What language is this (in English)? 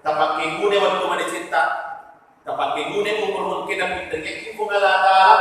Buginese